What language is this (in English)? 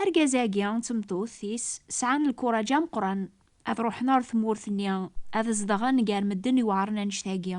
Kabyle